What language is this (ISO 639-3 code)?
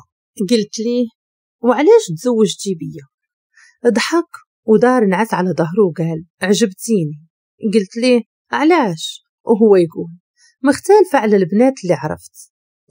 ary